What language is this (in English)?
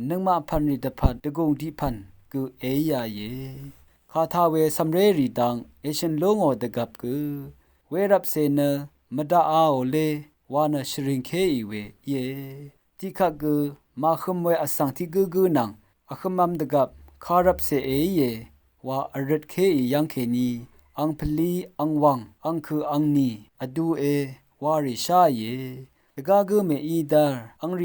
Rawang